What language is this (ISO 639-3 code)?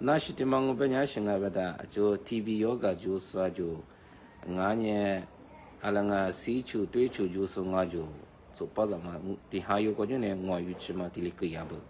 lis